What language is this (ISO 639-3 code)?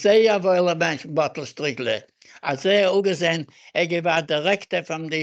yid